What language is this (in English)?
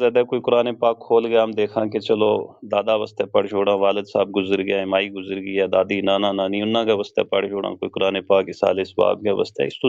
Gujari